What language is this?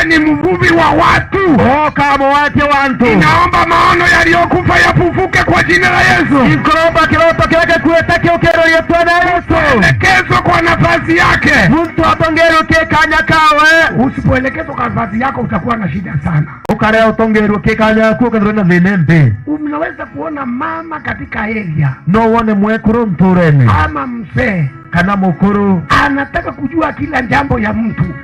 Meru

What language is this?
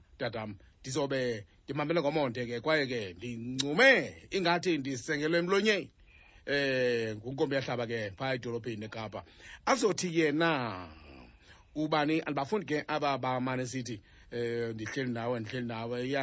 Xhosa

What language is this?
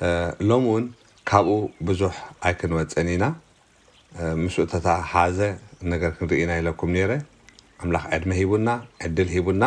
Tigrinya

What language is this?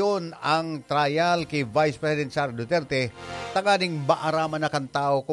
Bikol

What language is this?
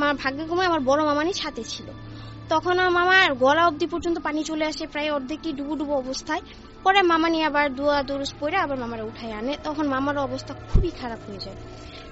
Bangla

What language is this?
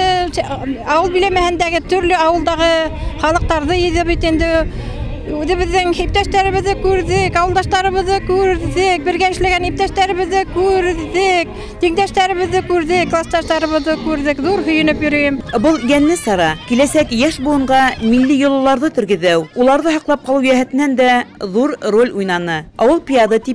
Bashkir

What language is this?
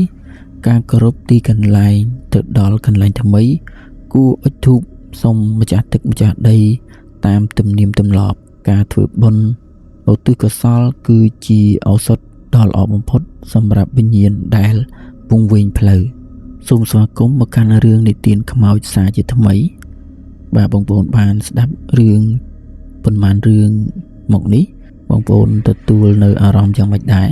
Khmer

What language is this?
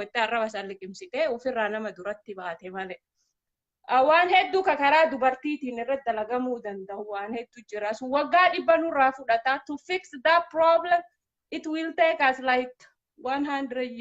Oromo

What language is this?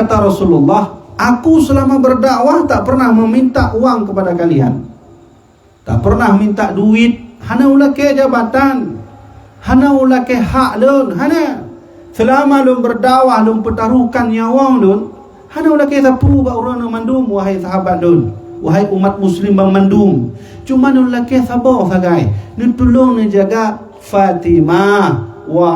Achinese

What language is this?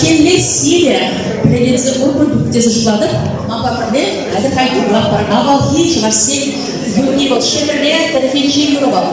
Chuvash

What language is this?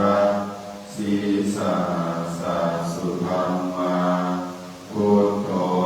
Pali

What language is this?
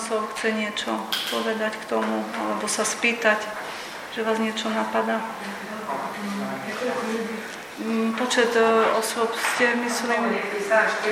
Slovak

